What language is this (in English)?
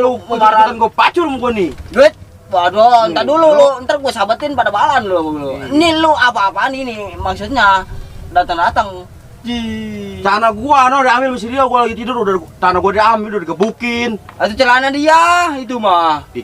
Betawi